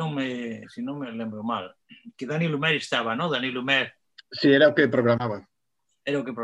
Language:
Galician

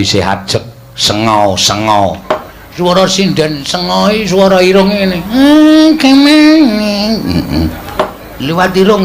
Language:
Javanese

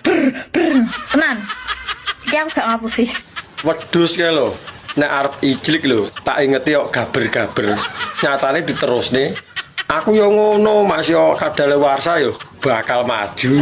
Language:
Javanese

